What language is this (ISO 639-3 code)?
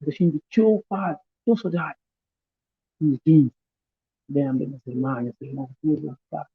kea